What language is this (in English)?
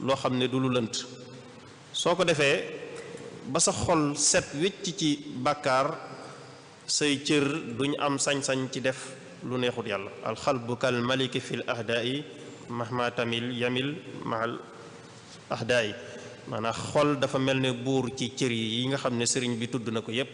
Wolof